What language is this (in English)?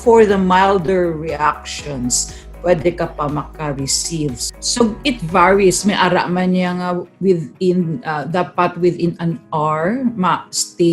Hiligaynon